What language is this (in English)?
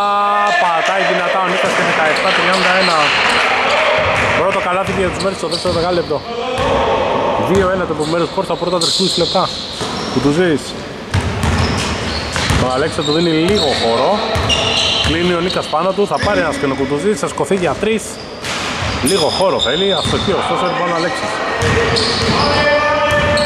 Greek